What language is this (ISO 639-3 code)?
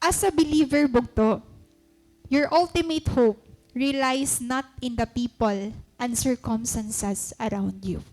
war